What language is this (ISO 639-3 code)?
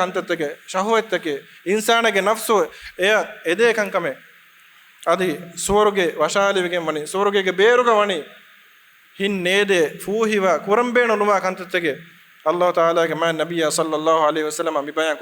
div